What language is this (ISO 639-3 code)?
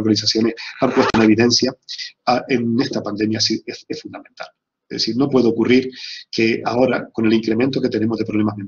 spa